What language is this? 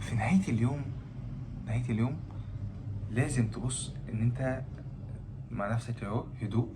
Egyptian Arabic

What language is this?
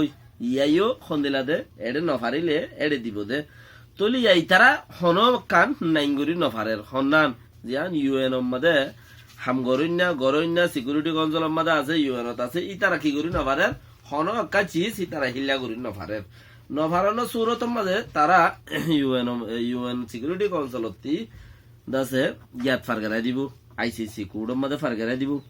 Rohingya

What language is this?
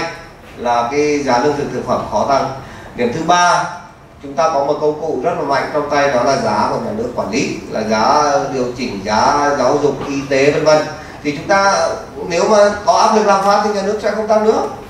Vietnamese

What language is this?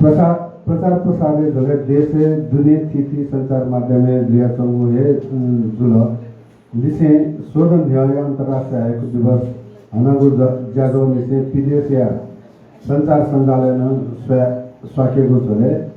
Newari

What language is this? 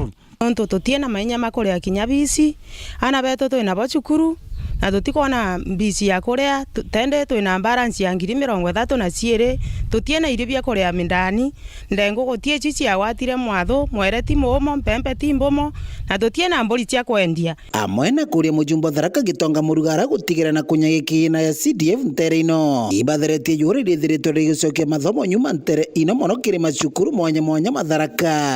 Meru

